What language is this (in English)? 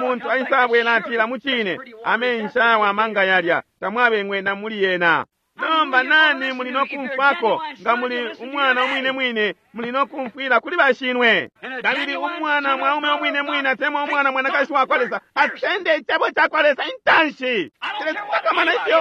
Bemba